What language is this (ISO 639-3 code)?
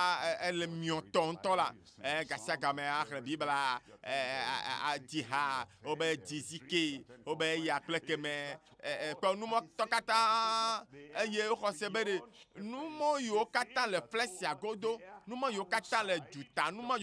ewe